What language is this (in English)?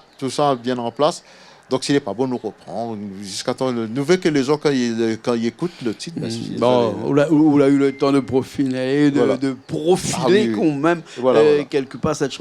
Réunion Creole French